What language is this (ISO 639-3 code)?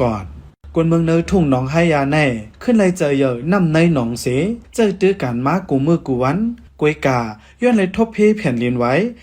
shn